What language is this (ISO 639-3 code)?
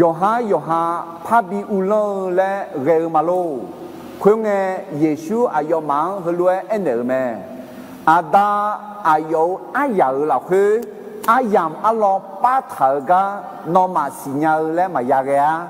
ahk